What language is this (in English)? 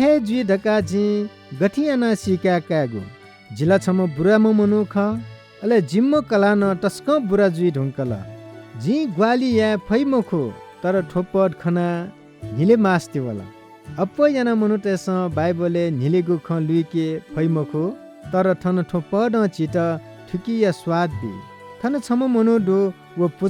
Newari